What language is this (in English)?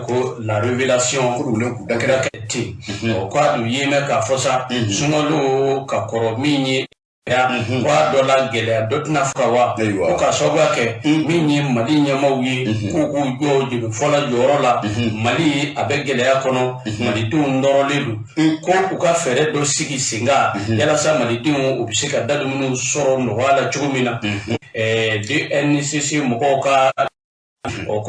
Bambara